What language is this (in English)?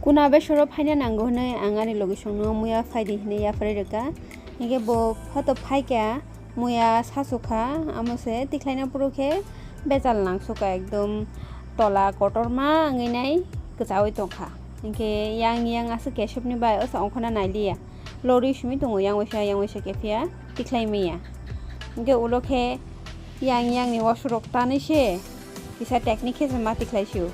Kok Borok